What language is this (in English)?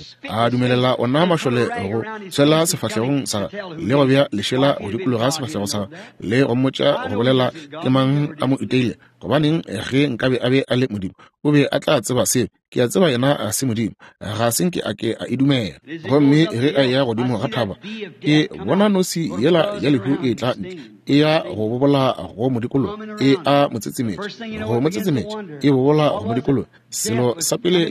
Northern Sotho